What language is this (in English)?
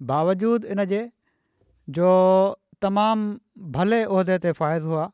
Sindhi